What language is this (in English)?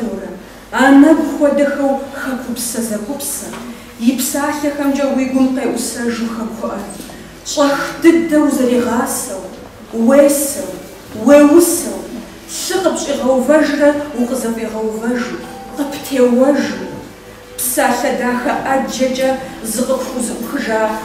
Kabardian